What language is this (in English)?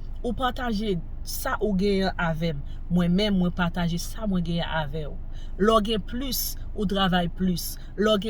Haitian Creole